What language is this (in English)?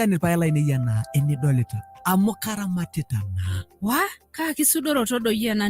Masai